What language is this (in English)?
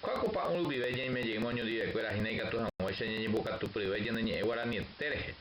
Guarani